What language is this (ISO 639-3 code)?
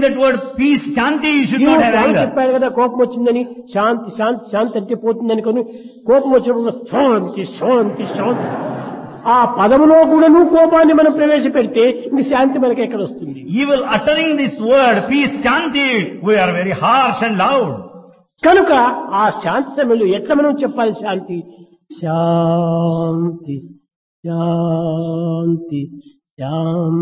tel